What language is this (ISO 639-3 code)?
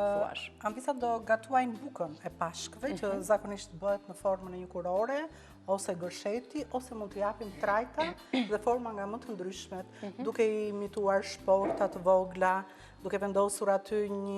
sqi